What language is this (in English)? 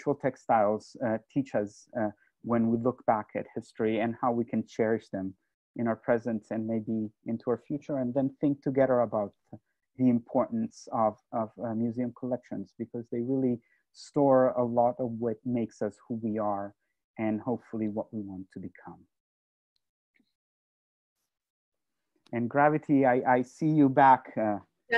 English